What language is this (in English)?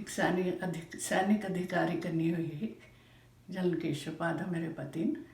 Dogri